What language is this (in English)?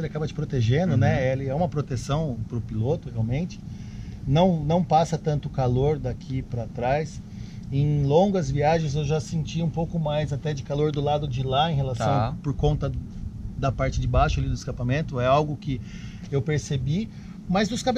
Portuguese